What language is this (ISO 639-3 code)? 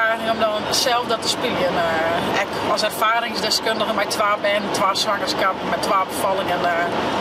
fry